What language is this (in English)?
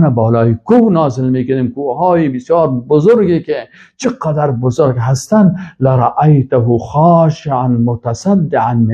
Persian